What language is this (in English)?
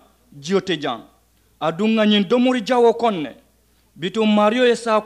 Mandingo